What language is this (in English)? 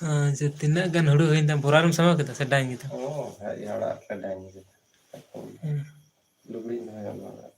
Santali